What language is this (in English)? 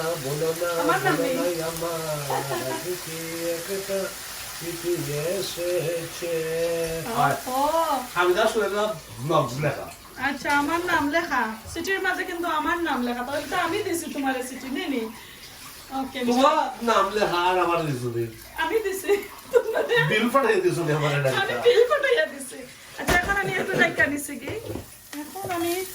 Sylheti